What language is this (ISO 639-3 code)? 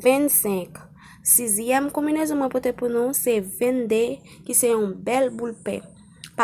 hat